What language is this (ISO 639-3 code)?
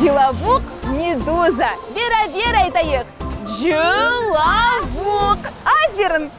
crh